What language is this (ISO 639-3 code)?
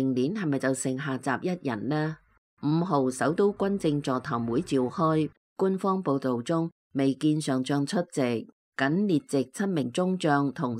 yue